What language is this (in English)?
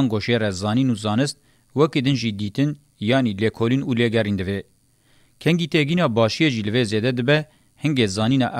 Kurdish